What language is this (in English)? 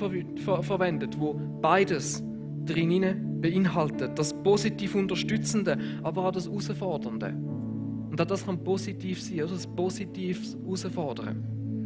Swiss German